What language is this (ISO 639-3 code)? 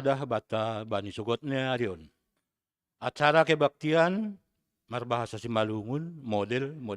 bts